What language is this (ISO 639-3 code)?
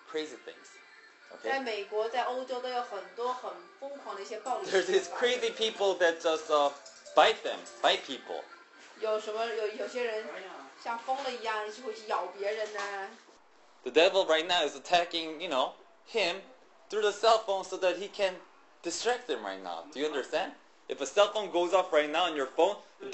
eng